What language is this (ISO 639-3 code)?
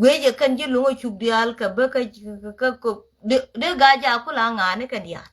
nus